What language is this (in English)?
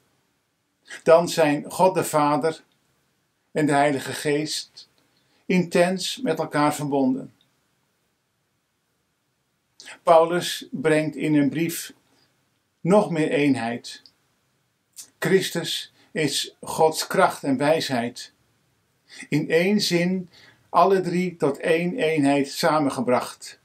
Dutch